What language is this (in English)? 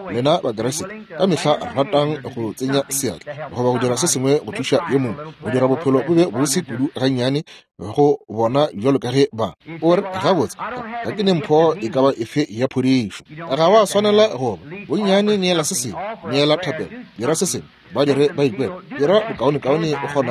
Northern Sotho